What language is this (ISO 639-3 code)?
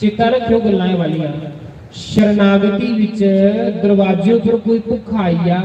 doi